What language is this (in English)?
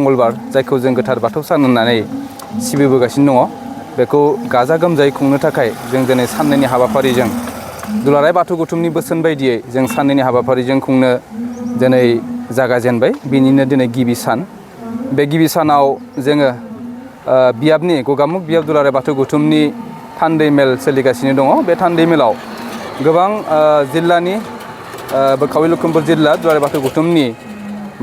Bodo